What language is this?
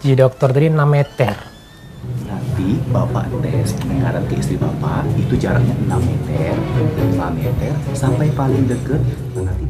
Musi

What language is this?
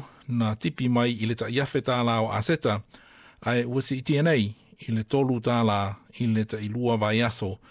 Samoan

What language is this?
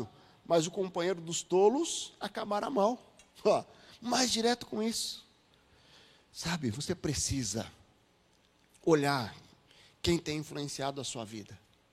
Portuguese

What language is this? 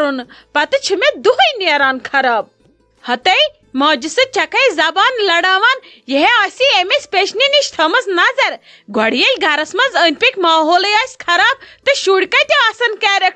Kashmiri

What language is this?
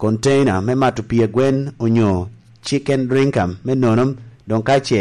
Lango (Uganda)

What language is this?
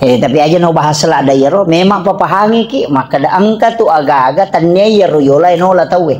Buginese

